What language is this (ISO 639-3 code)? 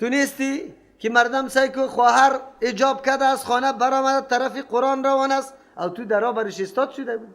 fas